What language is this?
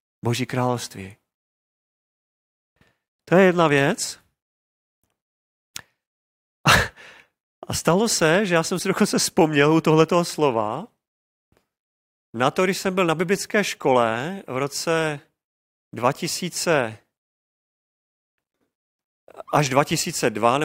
Czech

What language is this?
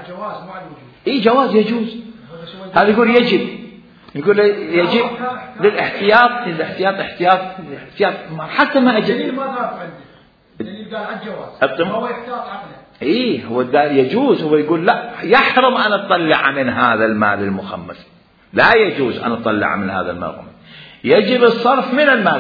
Mesopotamian Arabic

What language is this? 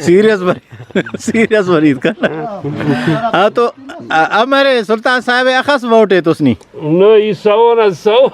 Brahui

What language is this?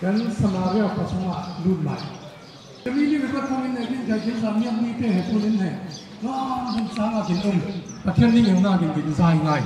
Falam Chin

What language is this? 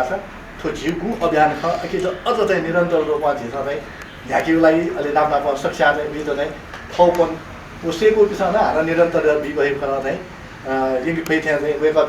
Newari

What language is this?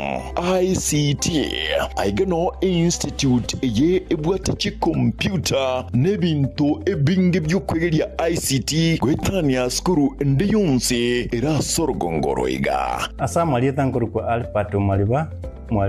Gusii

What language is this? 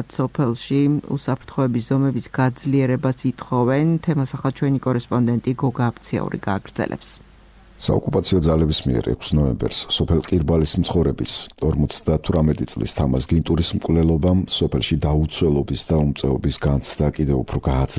Georgian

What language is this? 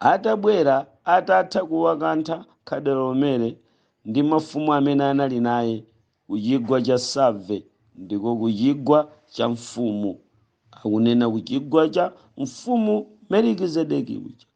Nyanja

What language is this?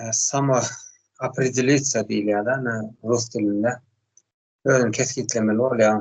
Turkmen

